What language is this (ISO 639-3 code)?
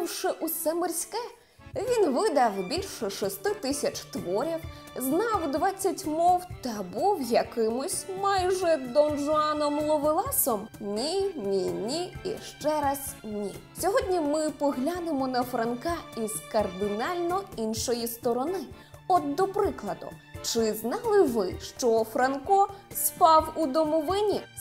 ukr